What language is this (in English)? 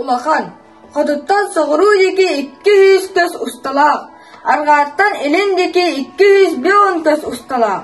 Yakut